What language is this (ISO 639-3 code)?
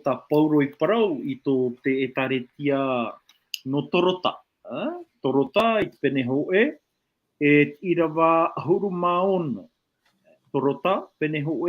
tah